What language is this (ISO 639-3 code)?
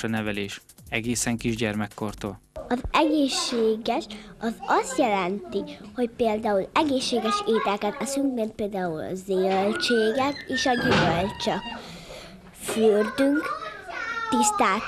hun